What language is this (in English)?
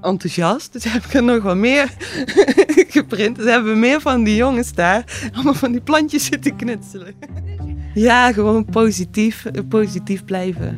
Dutch